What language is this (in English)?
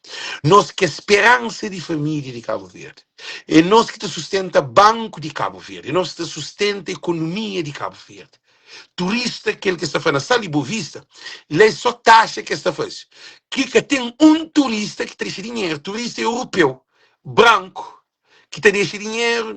Kabuverdianu